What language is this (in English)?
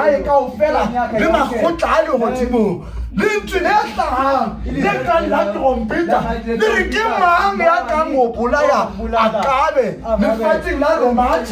Southern Sotho